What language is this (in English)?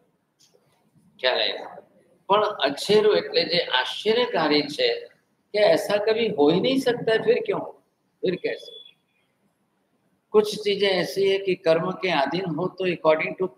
Gujarati